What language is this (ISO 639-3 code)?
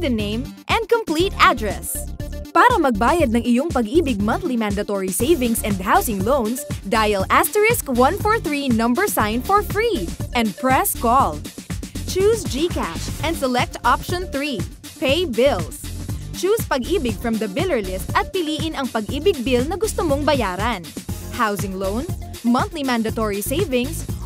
fil